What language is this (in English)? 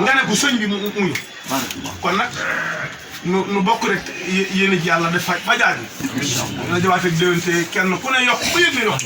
Wolof